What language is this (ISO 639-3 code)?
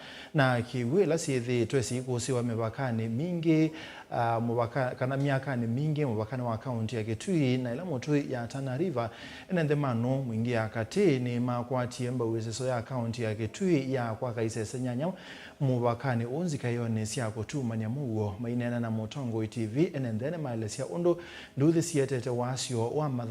kam